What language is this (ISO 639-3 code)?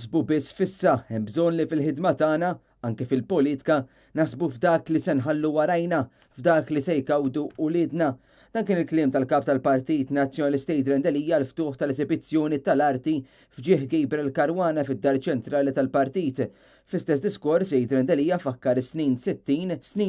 mlt